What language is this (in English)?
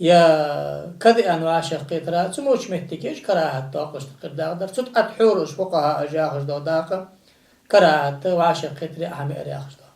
Ingush